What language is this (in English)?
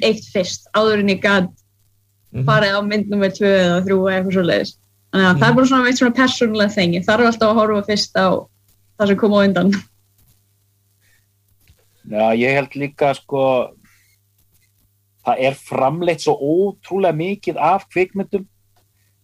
Icelandic